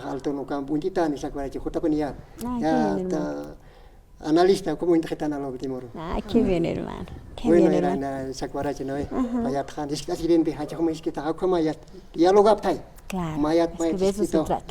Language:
Aymara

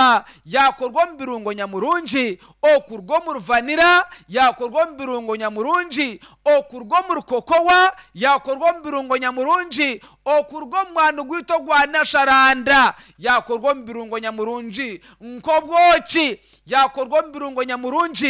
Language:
Nyankole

